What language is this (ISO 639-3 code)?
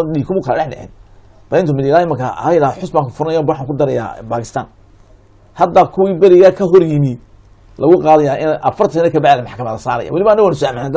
som